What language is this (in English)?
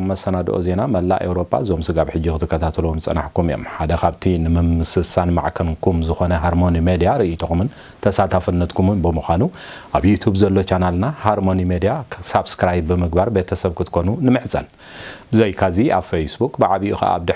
Tigrinya